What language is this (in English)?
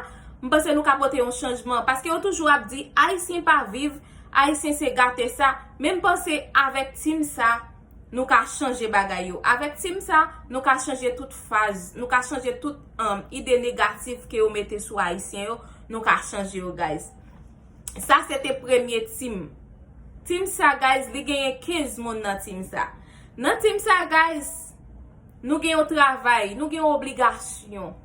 Haitian Creole